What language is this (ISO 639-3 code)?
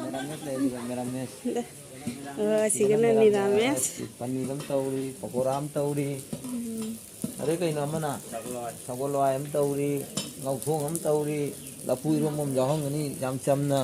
mni